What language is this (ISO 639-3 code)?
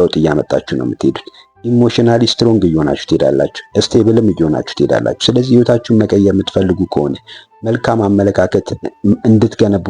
amh